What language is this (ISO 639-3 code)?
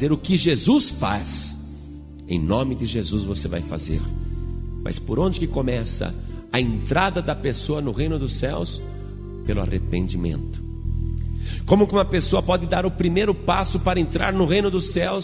por